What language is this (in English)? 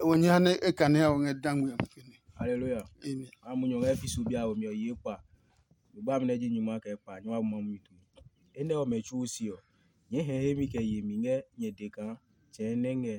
Adangme